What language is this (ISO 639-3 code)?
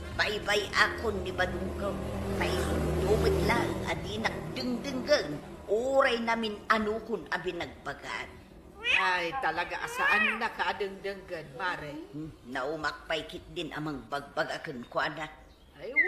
ilo